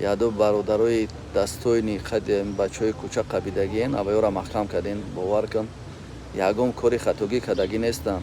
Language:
Tajik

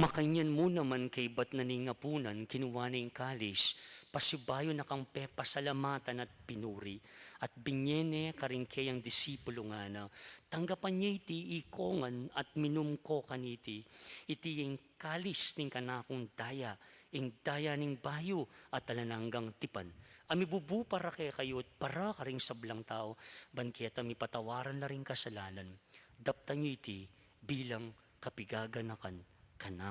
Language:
Pampanga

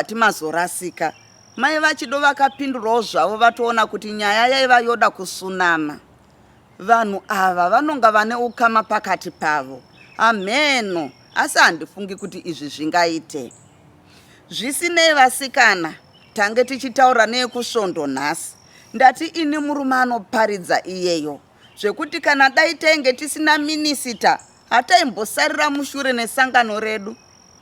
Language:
Shona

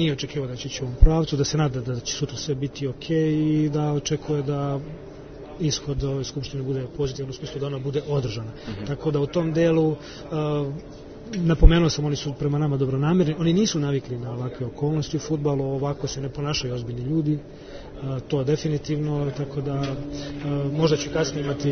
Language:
Serbian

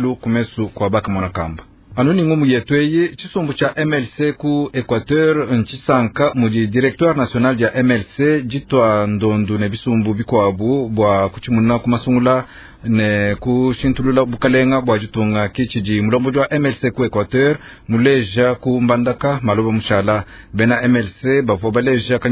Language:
Luba-Lulua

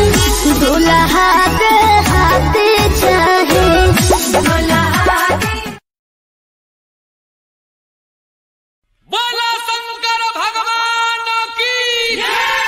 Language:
Bhojpuri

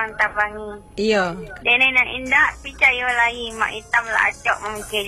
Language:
Minangkabau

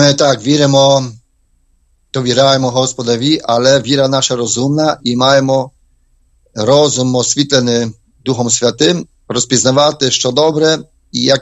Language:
Ukrainian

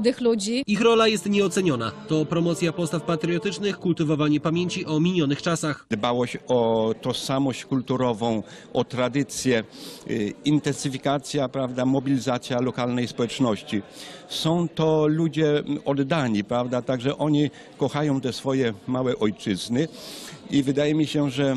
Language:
Polish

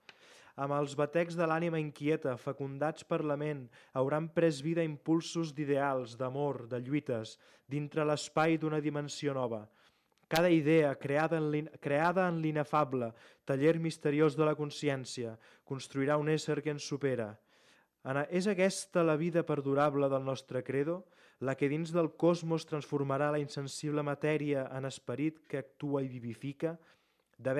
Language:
Catalan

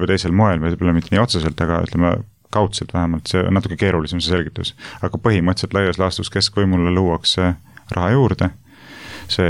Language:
Estonian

